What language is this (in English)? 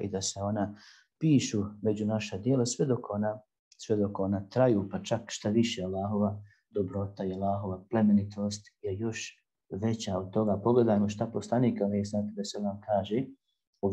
Bosnian